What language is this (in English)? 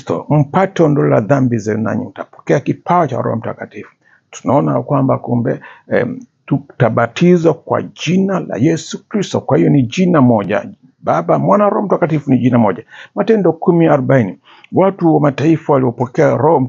Swahili